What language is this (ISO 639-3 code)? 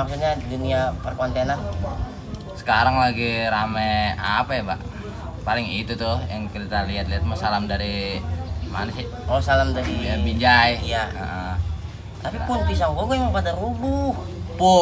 bew